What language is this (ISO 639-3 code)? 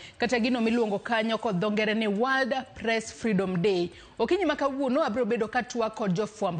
luo